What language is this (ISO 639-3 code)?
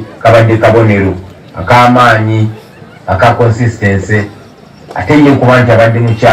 lug